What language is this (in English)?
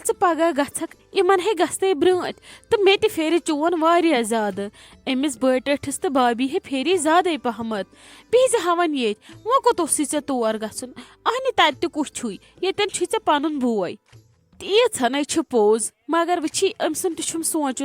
Kashmiri